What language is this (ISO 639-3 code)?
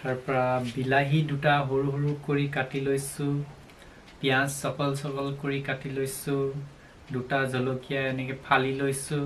asm